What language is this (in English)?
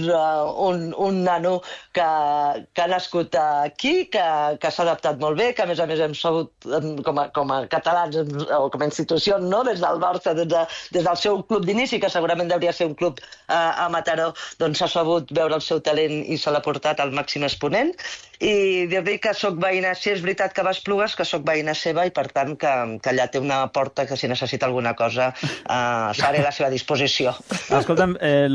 Catalan